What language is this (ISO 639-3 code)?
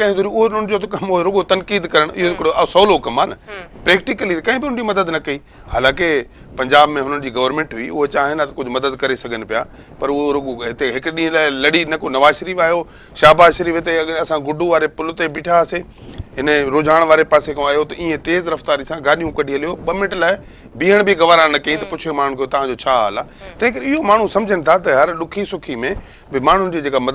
snd